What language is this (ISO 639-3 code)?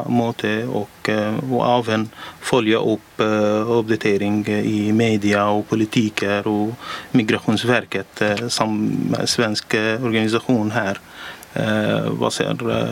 swe